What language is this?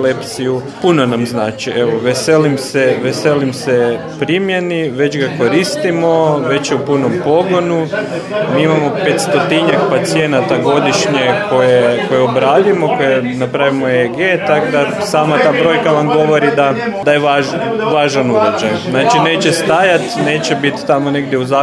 Croatian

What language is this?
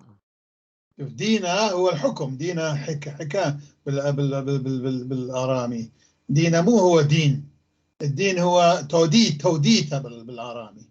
North Levantine Arabic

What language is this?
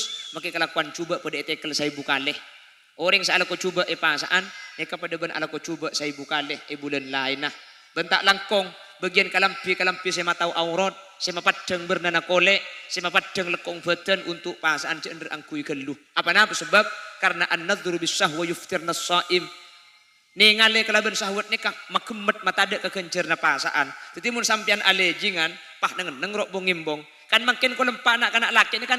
Madurese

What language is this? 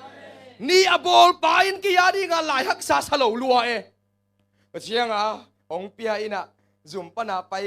Tedim Chin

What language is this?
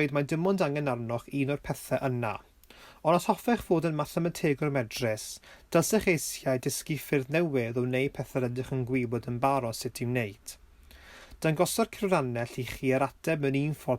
Welsh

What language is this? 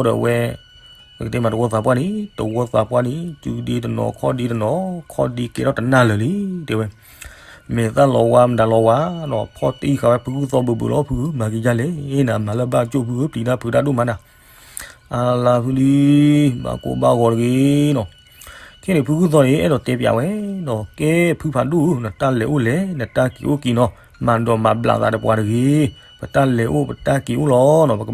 S'gaw Karen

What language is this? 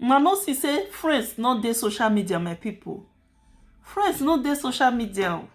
Nigerian Pidgin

